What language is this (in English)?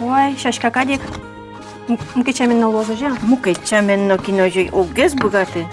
Udmurt